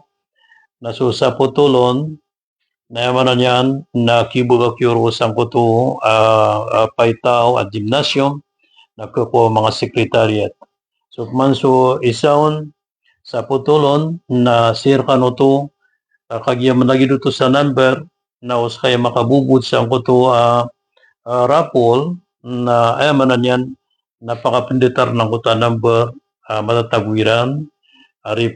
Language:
Maranao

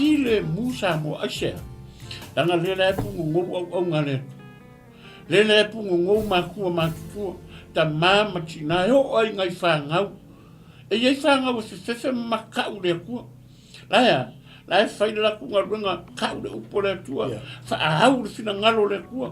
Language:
Samoan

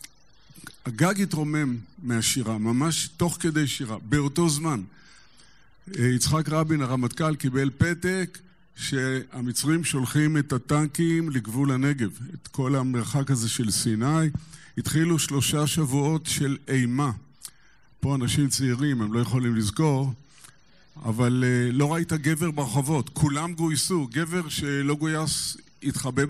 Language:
Hebrew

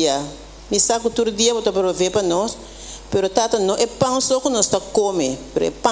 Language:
Papiamento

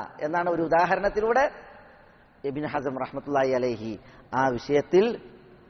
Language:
Malayalam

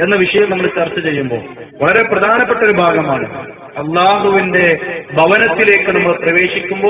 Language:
Malayalam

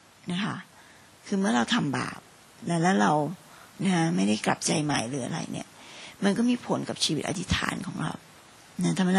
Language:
Thai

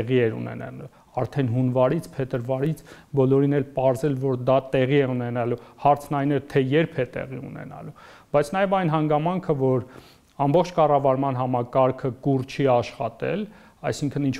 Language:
Armenian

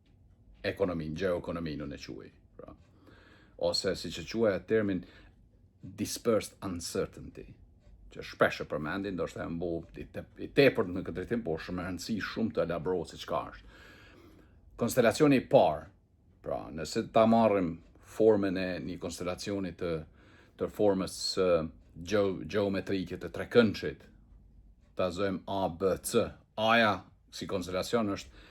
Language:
Albanian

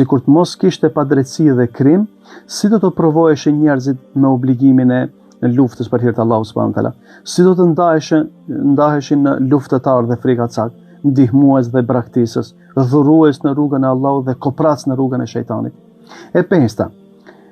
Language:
Albanian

